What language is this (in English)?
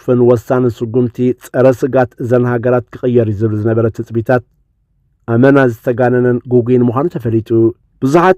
Tigrinya